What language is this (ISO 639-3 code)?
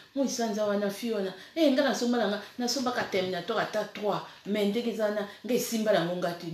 lin